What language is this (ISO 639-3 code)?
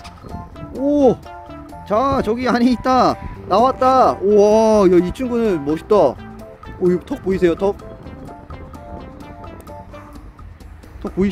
kor